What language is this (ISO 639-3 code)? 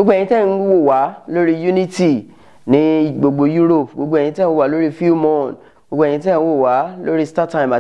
yor